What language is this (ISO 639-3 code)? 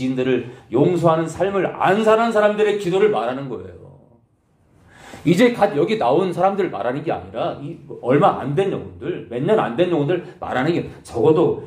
kor